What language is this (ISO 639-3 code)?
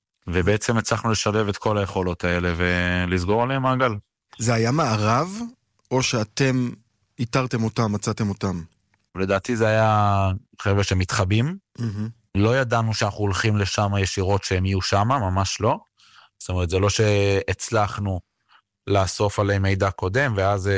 heb